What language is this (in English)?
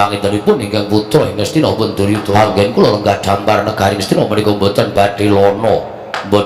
Javanese